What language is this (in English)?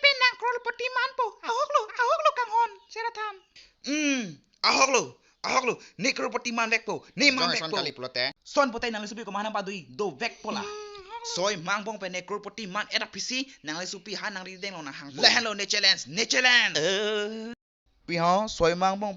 Karbi